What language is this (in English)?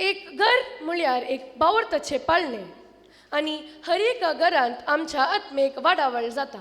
Konkani